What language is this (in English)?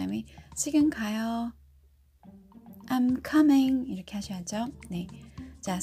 Korean